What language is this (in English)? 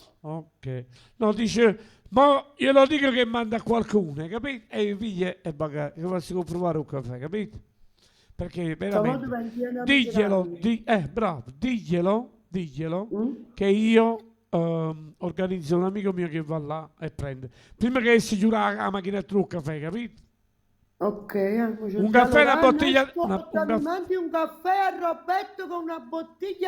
Neapolitan